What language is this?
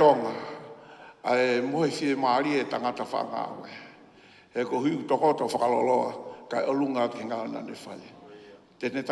Tongan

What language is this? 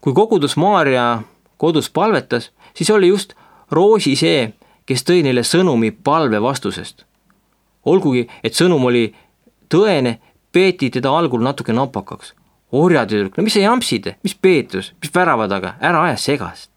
Estonian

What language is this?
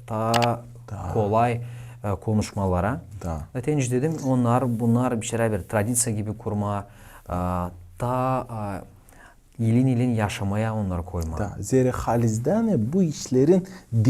Gagauz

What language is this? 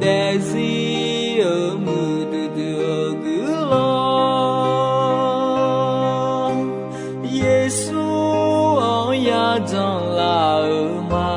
Akha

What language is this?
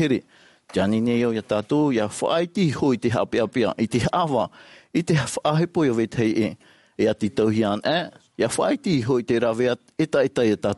Tahitian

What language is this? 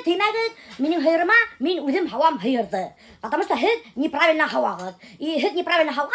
Bashkir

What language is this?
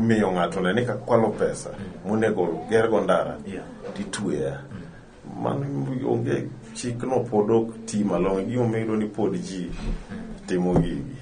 Luo (Kenya and Tanzania)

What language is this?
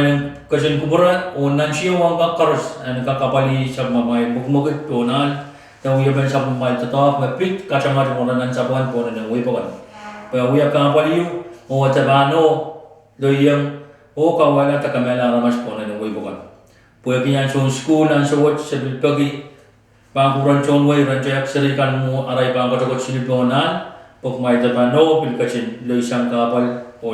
Pohnpeian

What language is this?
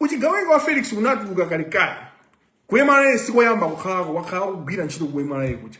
Nyanja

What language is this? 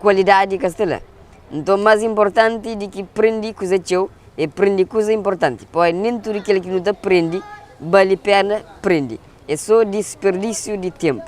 Kabuverdianu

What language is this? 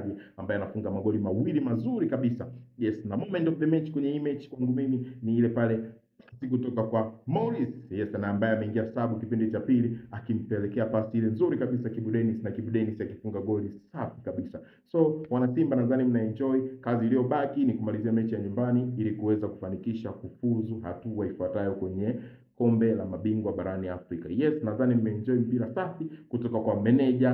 Swahili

